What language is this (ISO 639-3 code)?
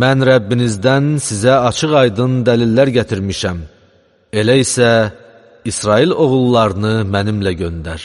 aze